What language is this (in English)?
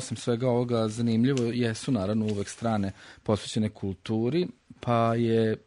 Serbian